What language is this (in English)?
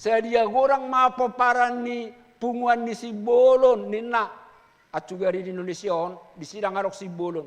Batak Toba